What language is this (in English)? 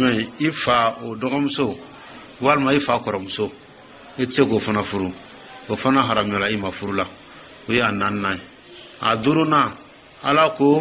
Dyula